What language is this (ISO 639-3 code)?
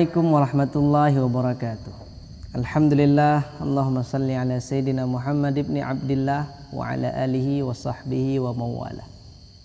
ace